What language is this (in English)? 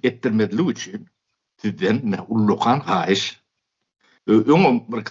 Turkmen